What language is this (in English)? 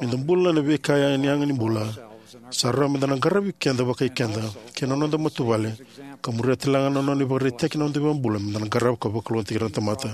Fijian